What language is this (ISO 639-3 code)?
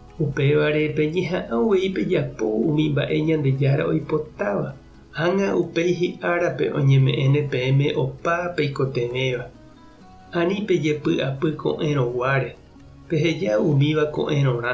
grn